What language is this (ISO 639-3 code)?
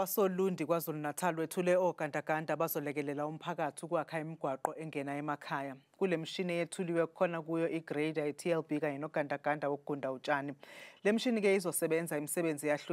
zul